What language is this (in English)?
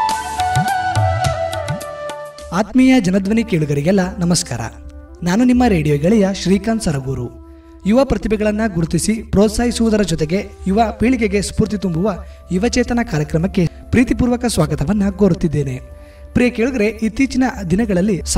Kannada